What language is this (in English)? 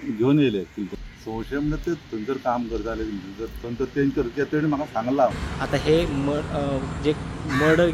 Konkani